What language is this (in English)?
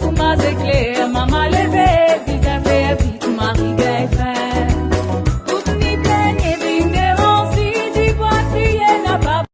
Morisyen